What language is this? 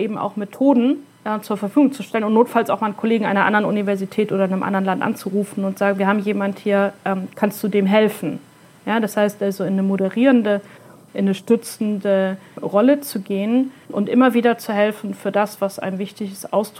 German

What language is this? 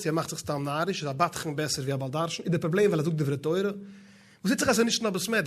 Yiddish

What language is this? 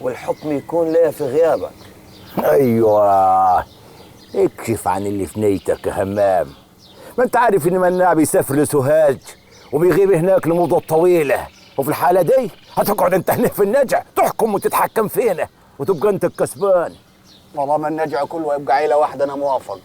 Egyptian Arabic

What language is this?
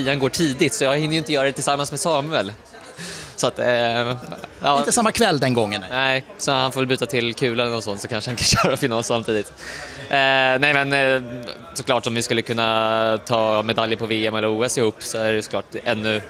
Swedish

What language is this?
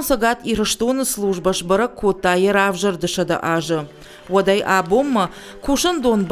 Ossetic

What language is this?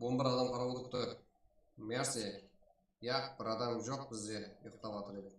Kara-Kalpak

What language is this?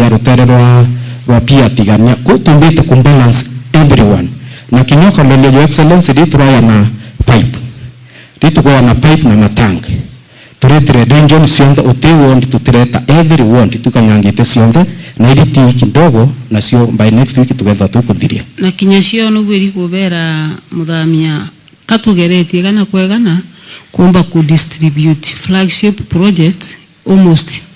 Meru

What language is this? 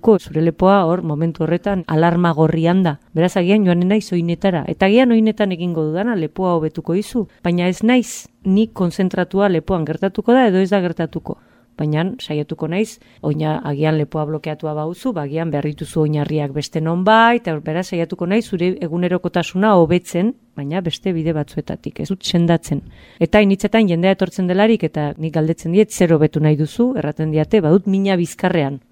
Basque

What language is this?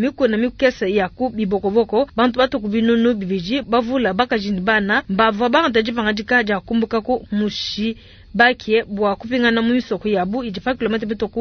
Luba-Lulua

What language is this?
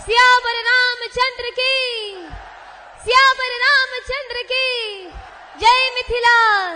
Maithili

